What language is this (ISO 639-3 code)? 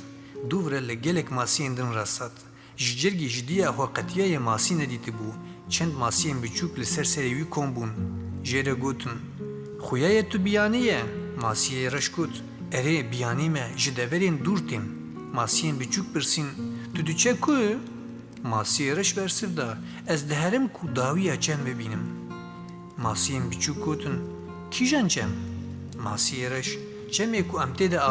kur